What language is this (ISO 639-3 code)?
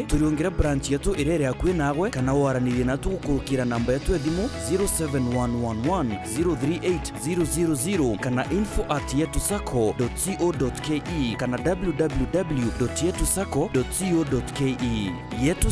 mer